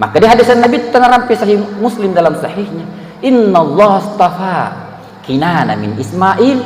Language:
Buginese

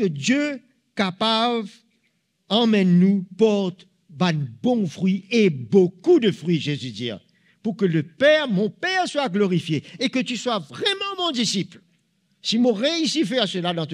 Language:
Morisyen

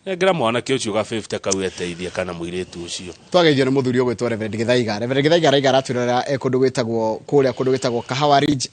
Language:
Kikuyu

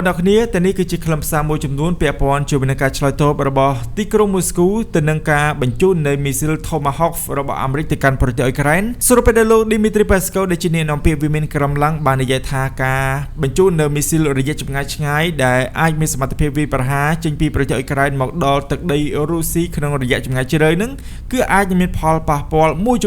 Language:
Khmer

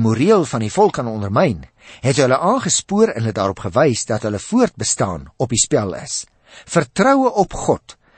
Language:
Afrikaans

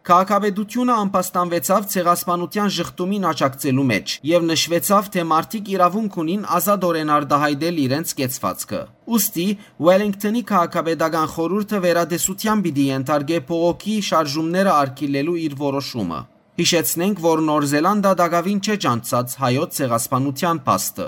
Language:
Western Armenian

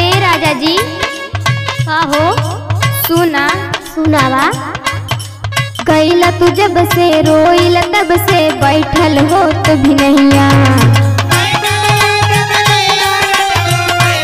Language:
Bhojpuri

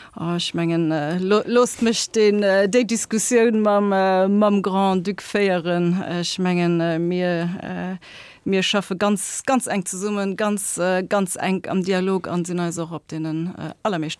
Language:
Luxembourgish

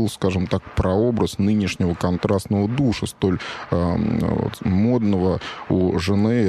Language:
Russian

